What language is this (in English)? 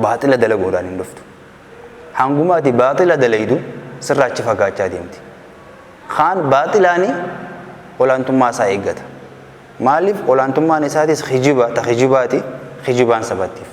Oromo